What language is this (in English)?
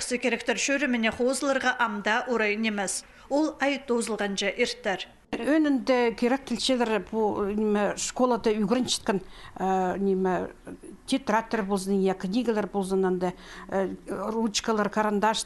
Khakas